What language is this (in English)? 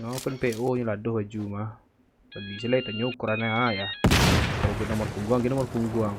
Minangkabau